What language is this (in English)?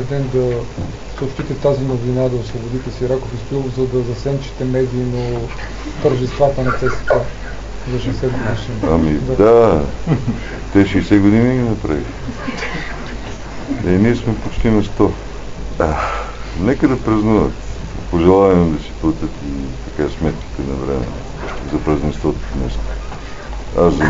Bulgarian